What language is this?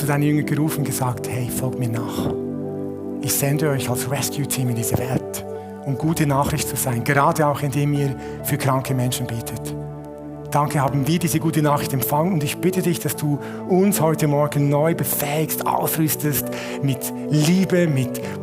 Swiss German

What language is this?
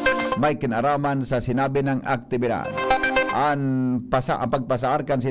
Bikol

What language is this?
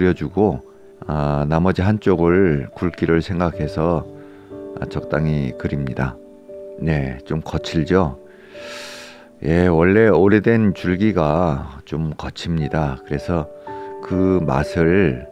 Korean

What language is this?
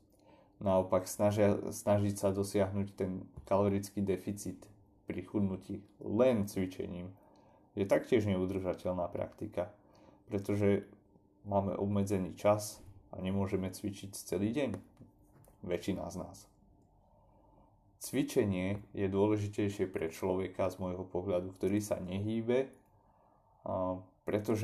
Slovak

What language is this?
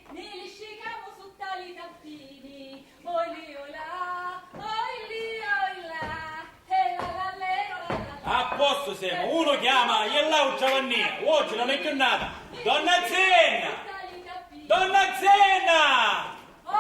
Sicilian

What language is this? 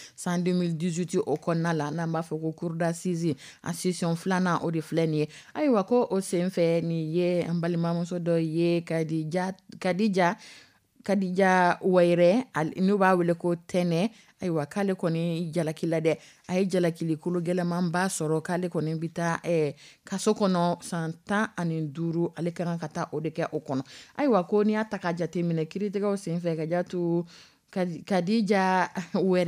Dyula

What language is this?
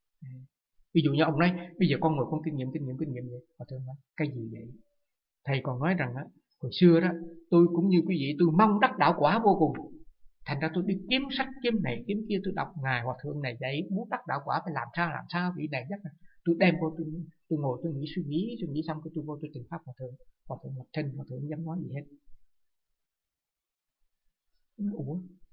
Vietnamese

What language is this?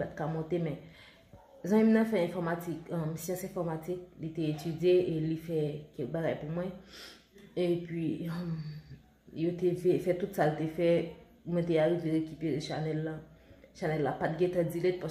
Haitian Creole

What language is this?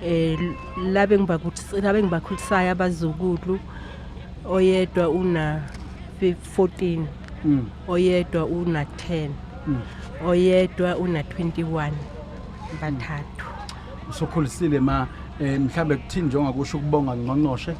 Zulu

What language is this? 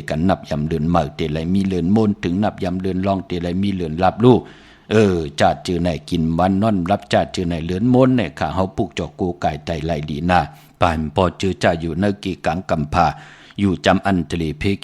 Shan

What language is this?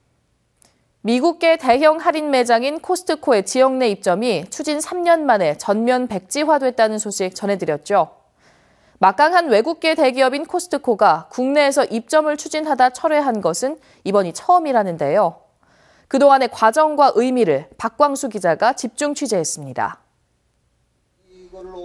Korean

